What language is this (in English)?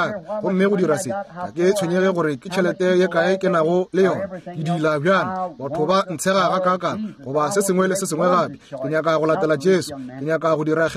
Northern Sotho